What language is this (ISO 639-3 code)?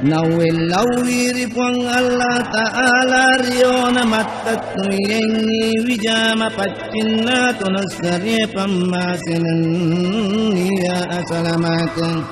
bug